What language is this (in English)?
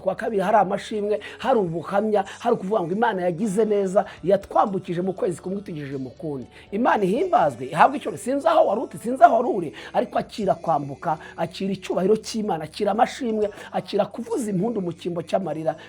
Kinyarwanda